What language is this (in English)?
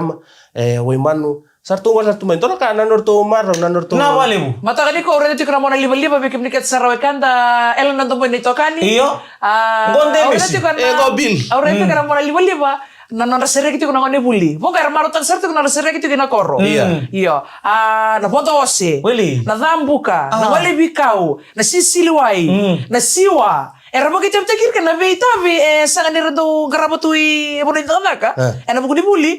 Fijian